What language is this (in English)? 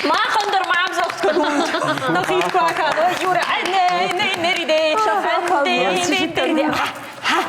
Ossetic